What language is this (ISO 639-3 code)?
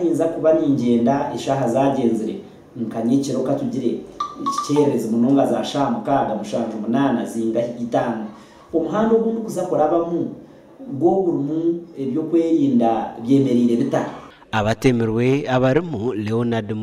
nyn